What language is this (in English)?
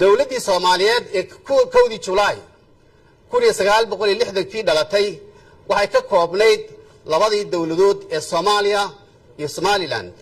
Somali